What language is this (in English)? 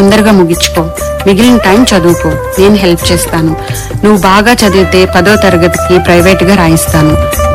Telugu